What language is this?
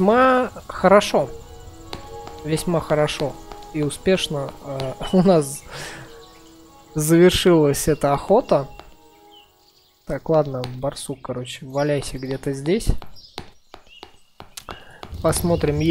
Russian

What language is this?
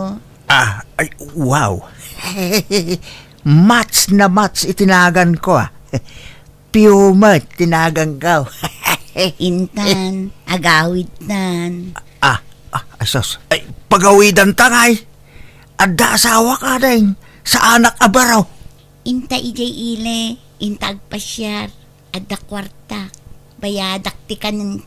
Iloko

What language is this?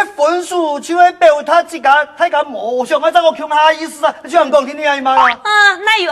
Hakka Chinese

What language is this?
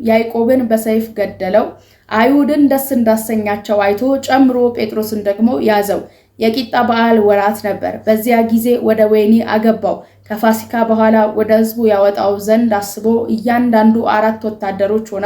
Amharic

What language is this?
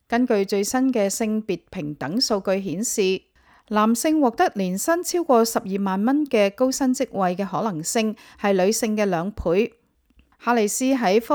Cantonese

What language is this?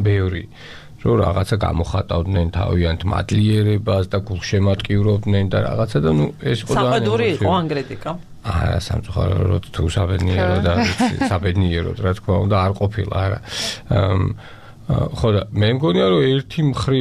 Georgian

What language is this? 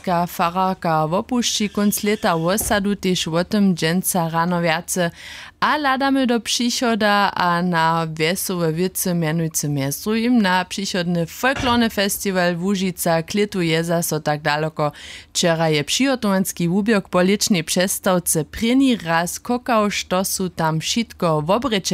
Upper Sorbian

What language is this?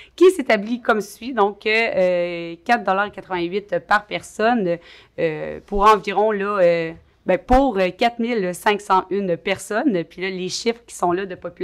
French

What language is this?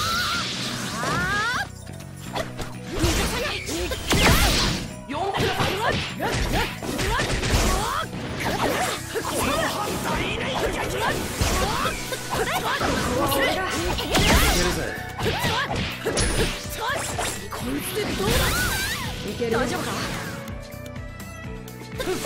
Japanese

